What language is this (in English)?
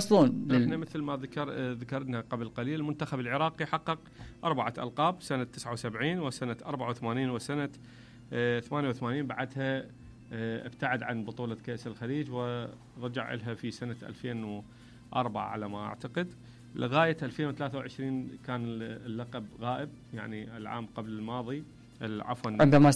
Mesopotamian Arabic